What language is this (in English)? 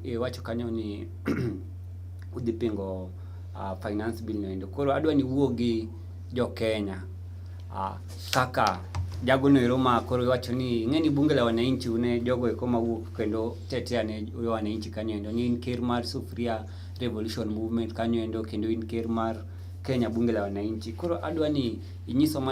Luo (Kenya and Tanzania)